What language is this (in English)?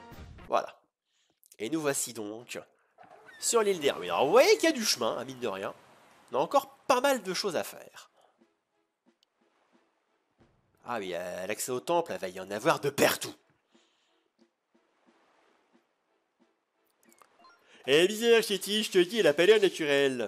French